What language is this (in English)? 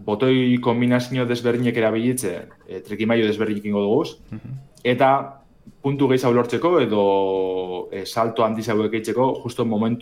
Basque